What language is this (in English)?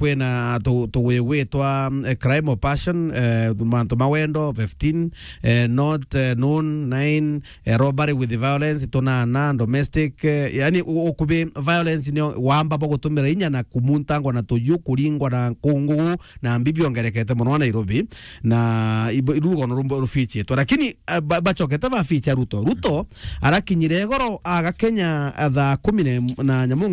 Meru